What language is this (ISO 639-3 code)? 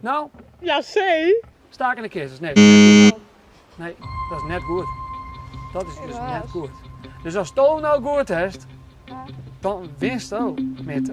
fry